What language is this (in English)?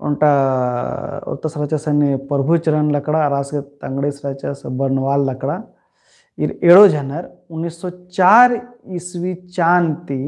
Kurukh